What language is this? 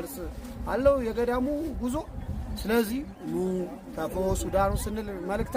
Amharic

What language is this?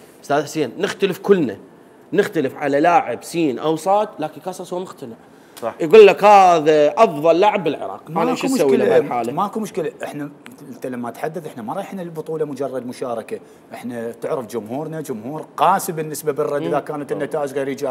Mesopotamian Arabic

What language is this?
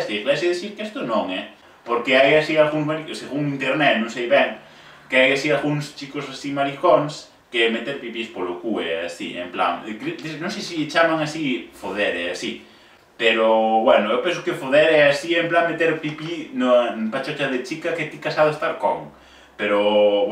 Galician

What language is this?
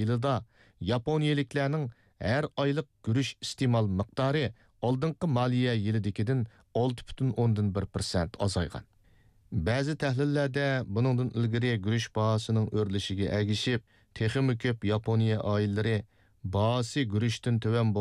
Uyghur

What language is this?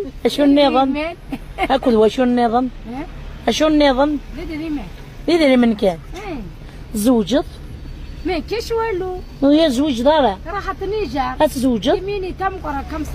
Kabyle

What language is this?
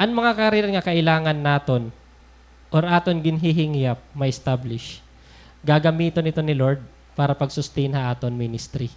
Waray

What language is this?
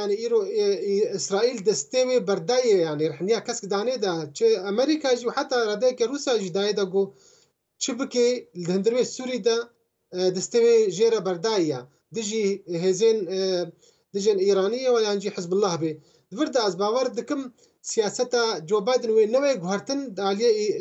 Kurdish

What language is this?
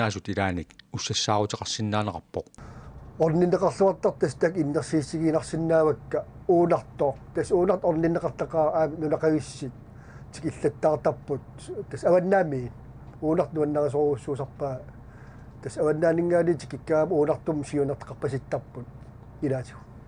Kalaallisut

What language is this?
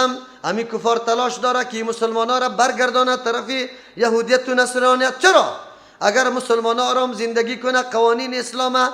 Persian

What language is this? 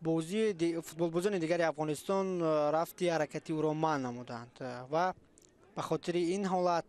Tajik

